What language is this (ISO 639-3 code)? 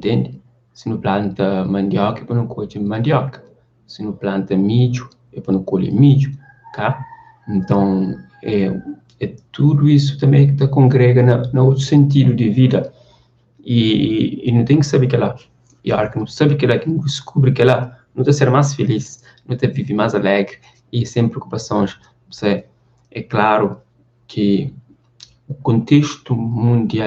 kea